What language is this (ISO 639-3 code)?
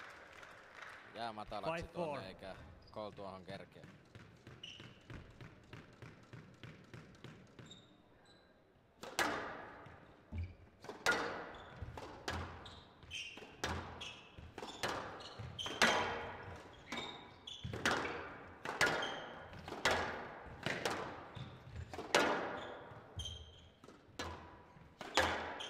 fin